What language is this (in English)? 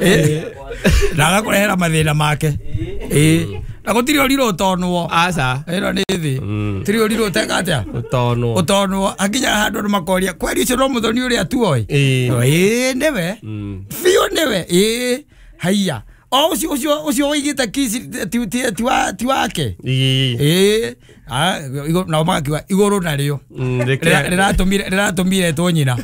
Kikuyu